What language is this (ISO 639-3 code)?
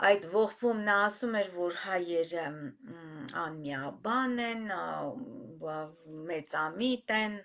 hye